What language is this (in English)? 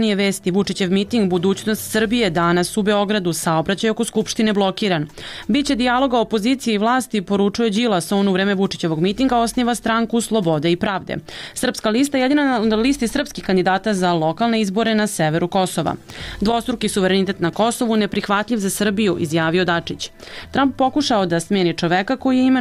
Serbian